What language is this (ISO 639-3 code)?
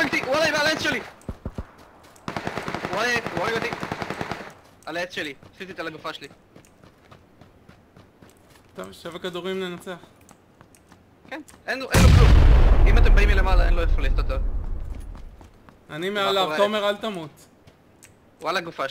heb